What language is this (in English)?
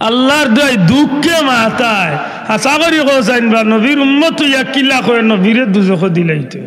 Sylheti